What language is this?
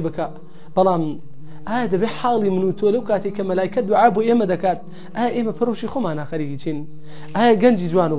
Central Kurdish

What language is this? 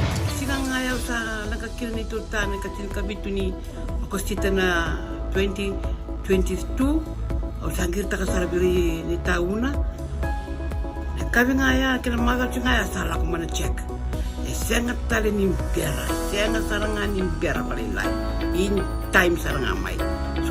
Fijian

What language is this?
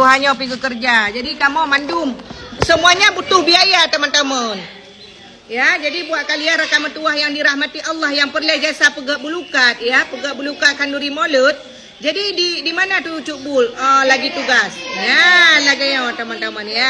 Achinese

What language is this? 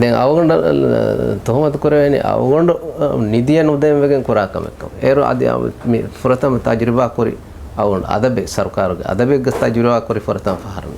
Divehi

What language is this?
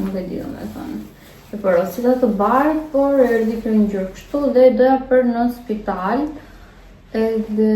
Albanian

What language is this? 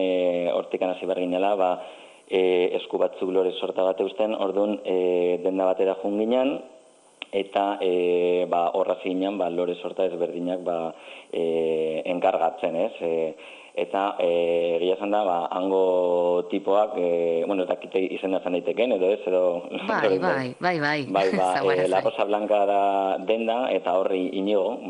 Basque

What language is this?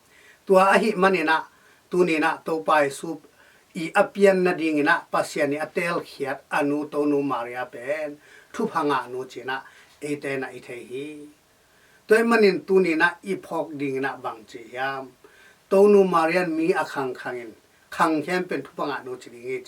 Tedim Chin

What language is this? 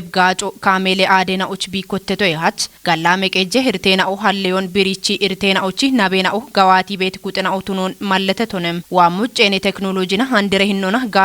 Kafa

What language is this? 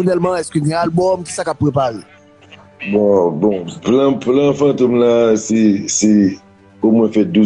Haitian Creole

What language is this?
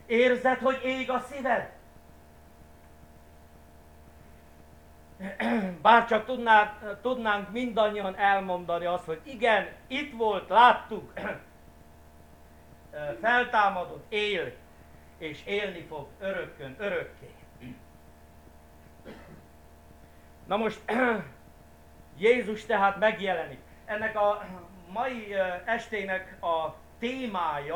Hungarian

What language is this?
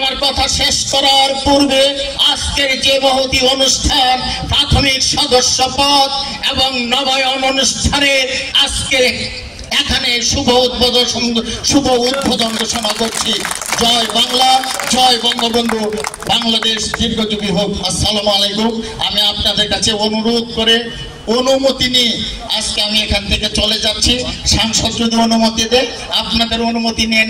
Bangla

